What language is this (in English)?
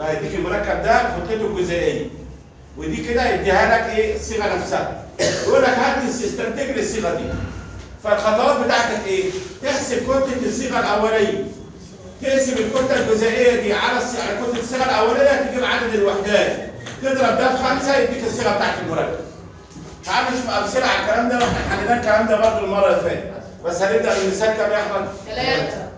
Egyptian Arabic